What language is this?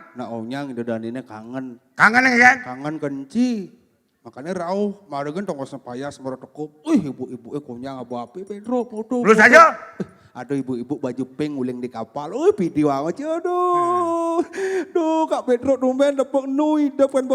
Balinese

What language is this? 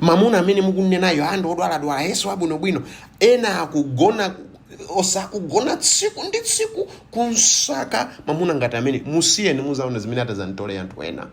Nyanja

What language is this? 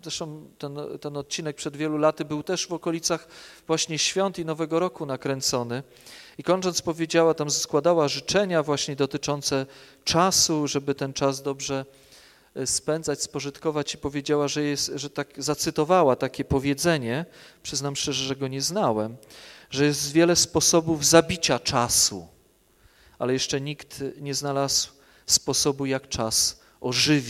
Polish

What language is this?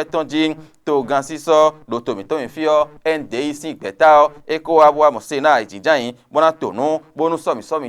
Fon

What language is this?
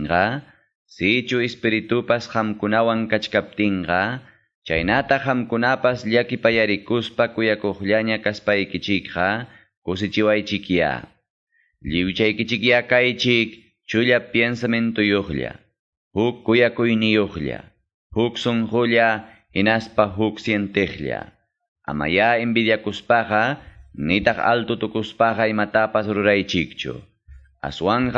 Quechua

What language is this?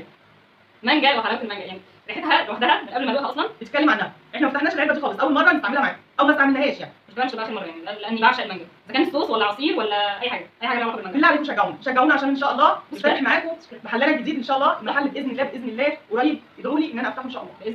Egyptian Arabic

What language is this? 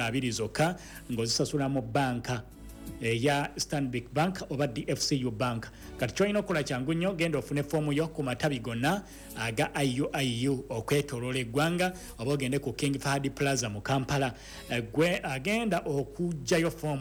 Ganda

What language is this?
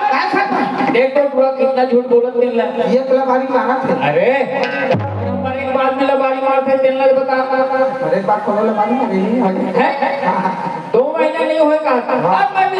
Chhattisgarhi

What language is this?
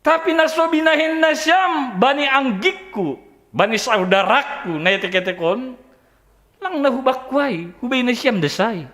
Batak Simalungun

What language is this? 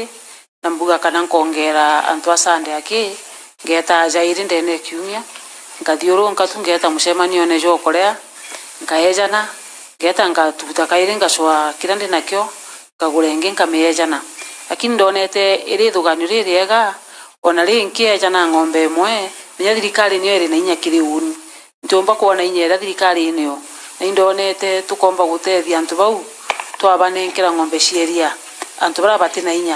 Meru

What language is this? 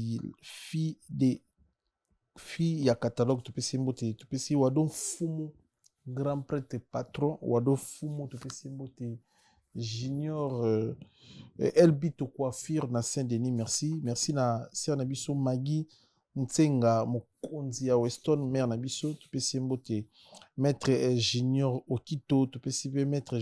Lingala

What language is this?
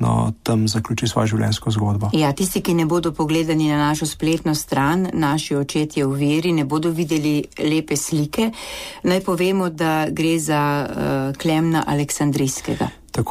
Slovenian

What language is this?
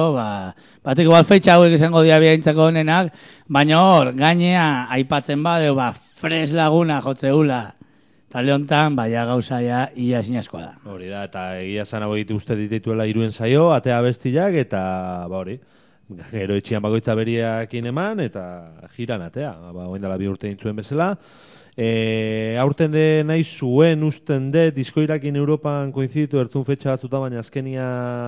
Basque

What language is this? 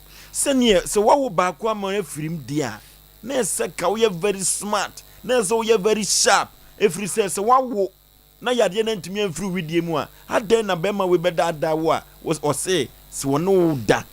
Akan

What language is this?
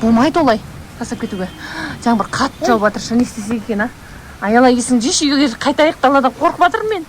Kazakh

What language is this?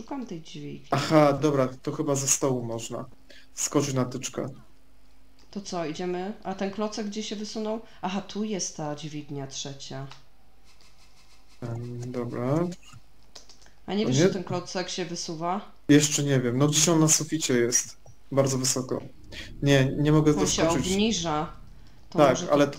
Polish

